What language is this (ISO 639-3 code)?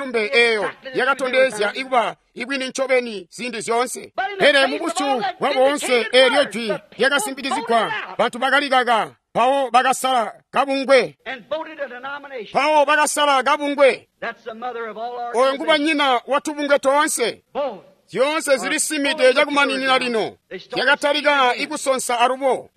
toi